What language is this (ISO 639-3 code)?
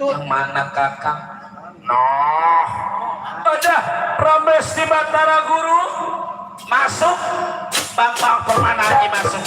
bew